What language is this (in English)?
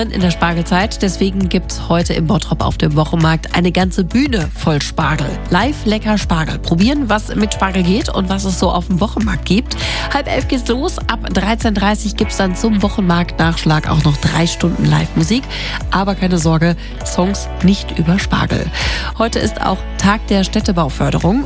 German